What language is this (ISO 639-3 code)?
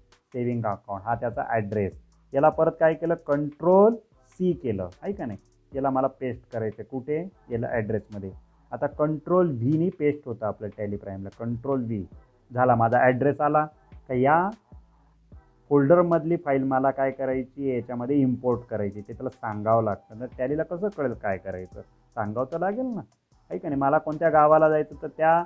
mar